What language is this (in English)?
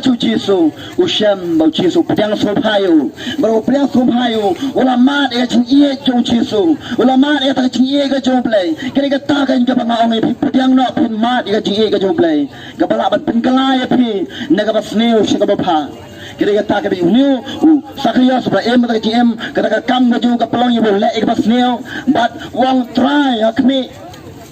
Khasi